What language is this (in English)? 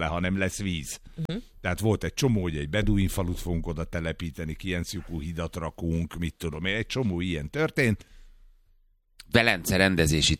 Hungarian